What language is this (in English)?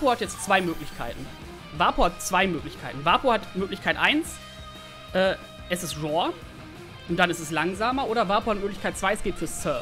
German